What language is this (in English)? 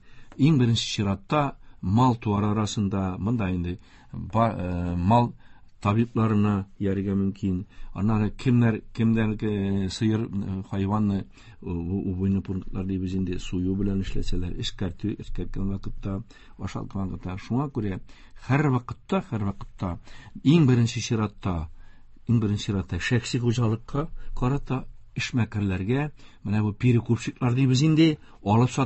Tatar